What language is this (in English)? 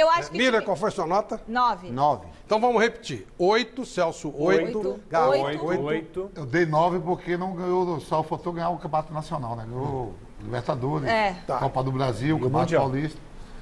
Portuguese